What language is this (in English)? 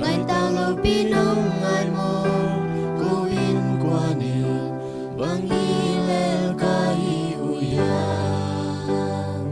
Tedim Chin